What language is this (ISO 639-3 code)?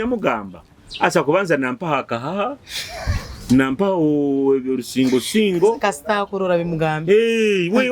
nyo